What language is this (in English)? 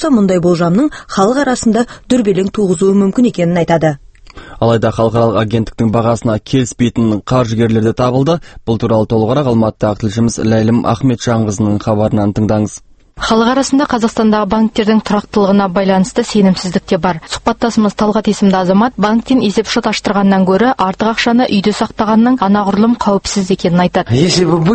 Kazakh